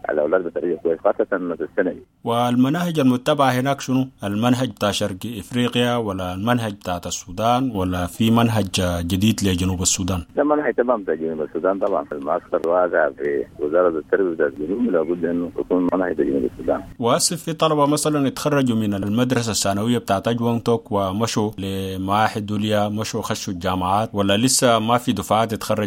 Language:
Sudanese Arabic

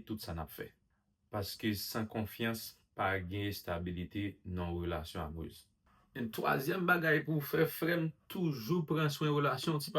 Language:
Haitian Creole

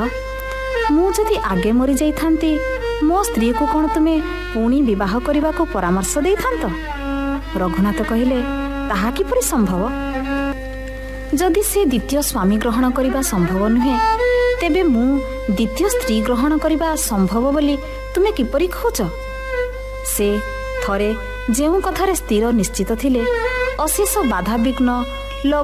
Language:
Odia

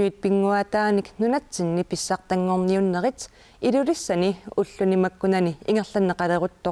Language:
Kalaallisut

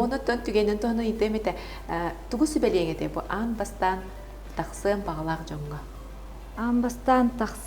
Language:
Yakut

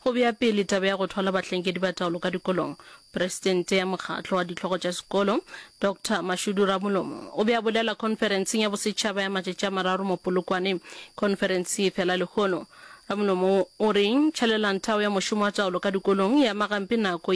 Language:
Northern Sotho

